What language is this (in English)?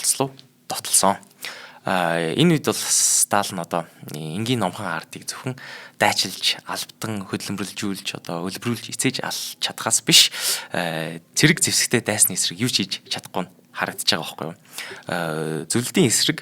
Mongolian